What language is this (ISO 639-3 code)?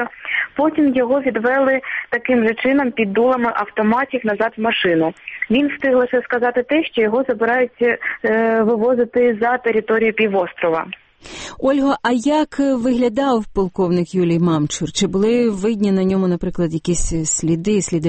ukr